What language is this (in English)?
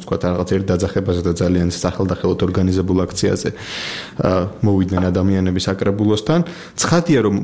Georgian